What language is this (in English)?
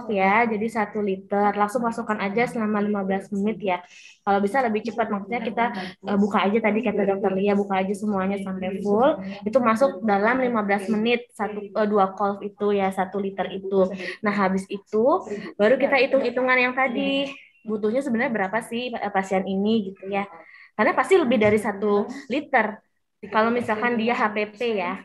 Indonesian